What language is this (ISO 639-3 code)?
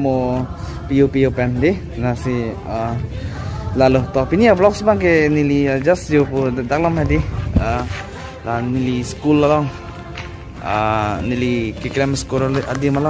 mjw